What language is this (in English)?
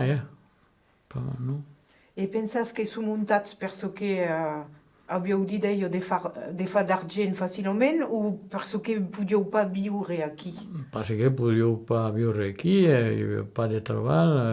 Occitan